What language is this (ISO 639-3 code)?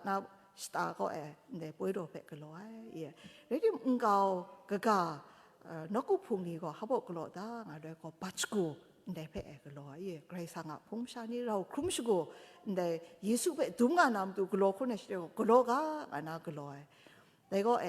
kac